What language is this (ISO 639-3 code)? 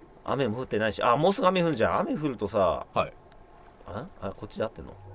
jpn